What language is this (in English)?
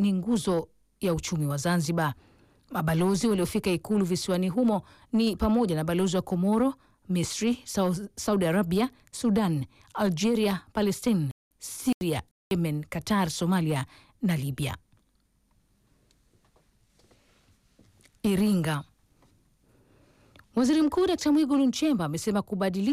Swahili